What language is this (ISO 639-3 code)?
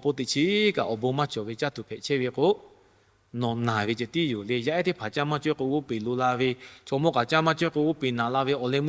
lhu